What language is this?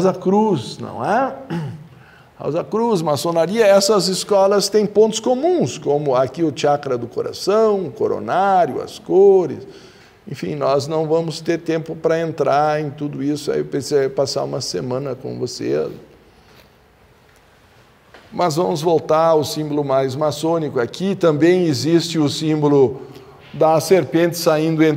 Portuguese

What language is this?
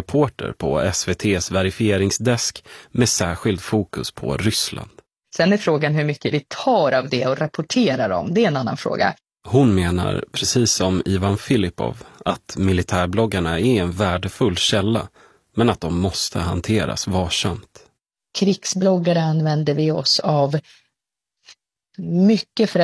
Swedish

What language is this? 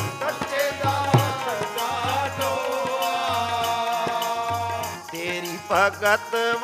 Punjabi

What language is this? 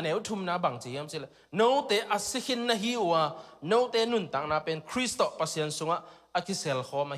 Tedim Chin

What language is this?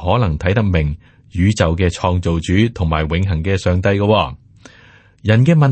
Cantonese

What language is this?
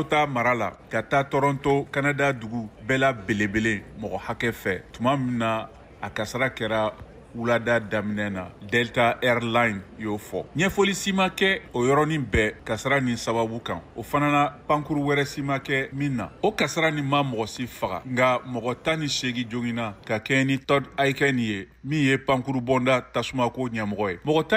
Bambara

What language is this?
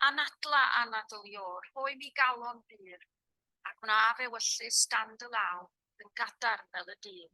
Welsh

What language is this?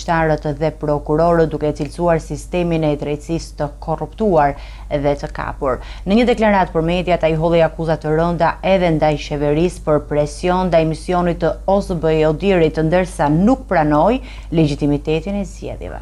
Albanian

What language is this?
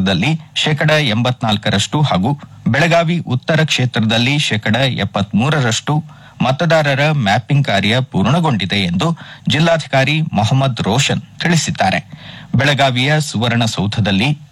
Kannada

